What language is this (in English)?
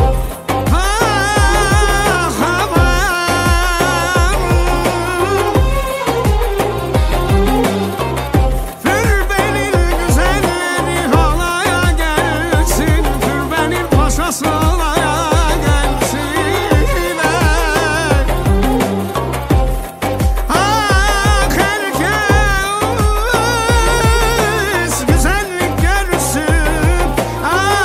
Turkish